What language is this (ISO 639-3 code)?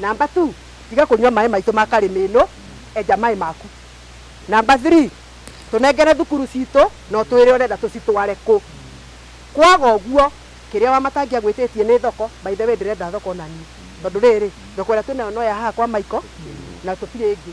kik